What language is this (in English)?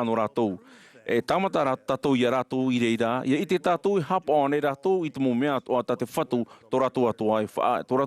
Tahitian